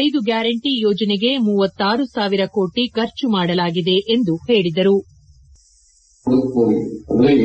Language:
Kannada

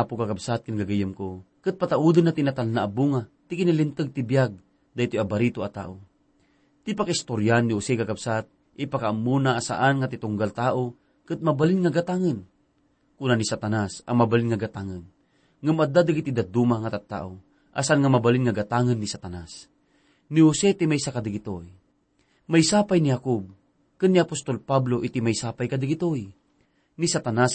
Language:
Iloko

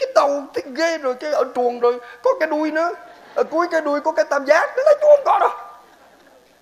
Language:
Vietnamese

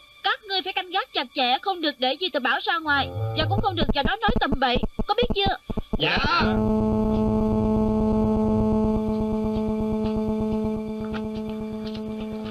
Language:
Vietnamese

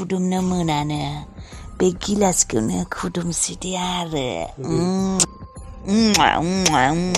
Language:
Bodo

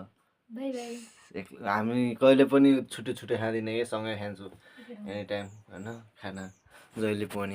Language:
Nepali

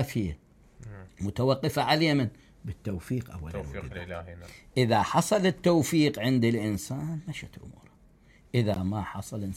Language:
Mesopotamian Arabic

